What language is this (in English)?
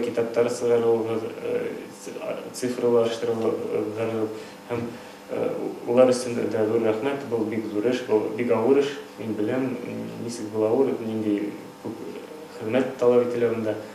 Bashkir